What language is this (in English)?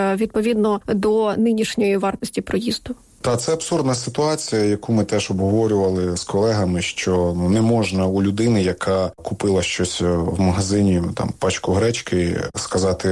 Ukrainian